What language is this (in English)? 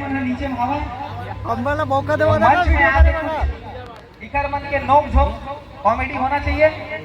Chhattisgarhi